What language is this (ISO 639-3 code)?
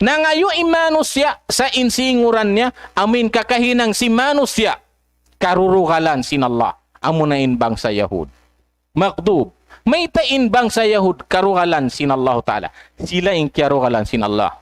tsg